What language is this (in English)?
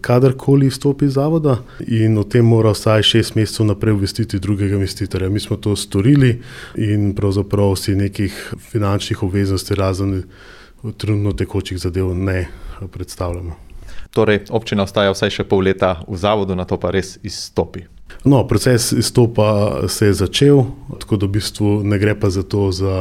Slovenian